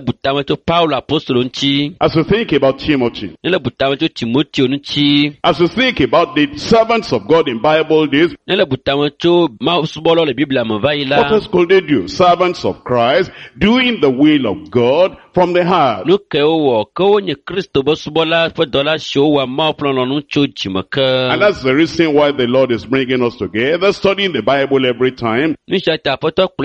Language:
Ewe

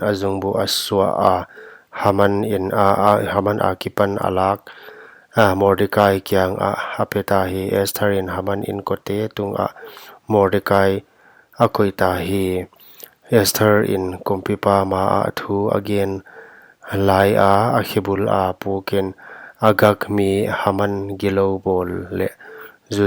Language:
Paite Chin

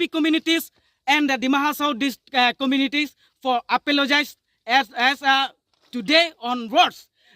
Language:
Karbi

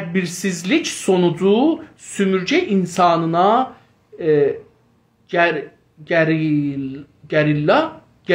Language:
South Azerbaijani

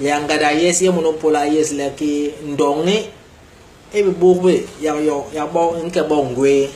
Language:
Basaa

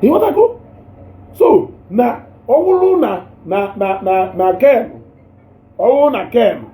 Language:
Igbo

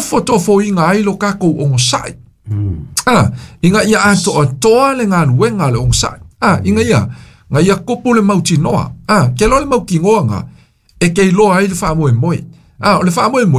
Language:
Samoan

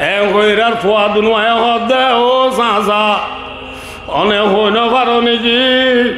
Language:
Rohingya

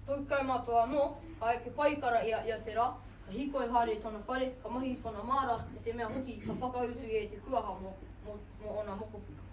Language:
Māori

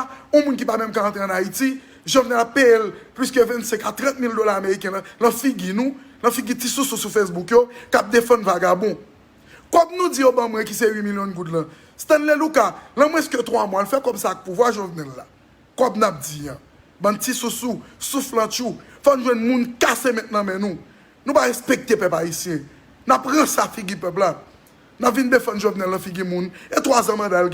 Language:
Haitian Creole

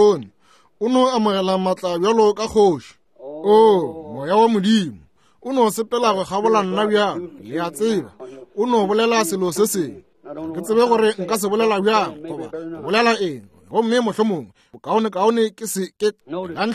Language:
Northern Sotho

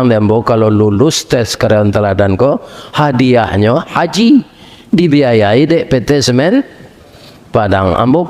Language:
Minangkabau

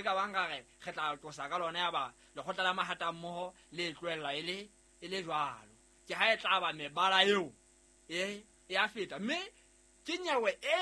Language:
Southern Sotho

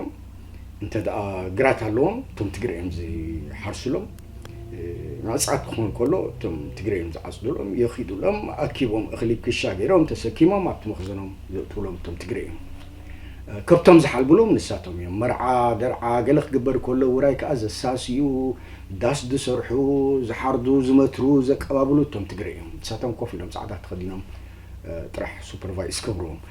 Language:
Tigrinya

